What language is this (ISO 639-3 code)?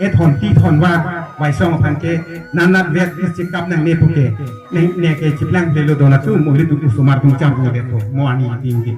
mjw